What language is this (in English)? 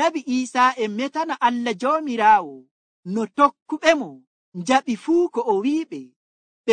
Nigerian Fulfulde